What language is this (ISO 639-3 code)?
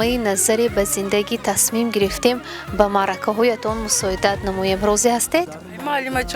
tgk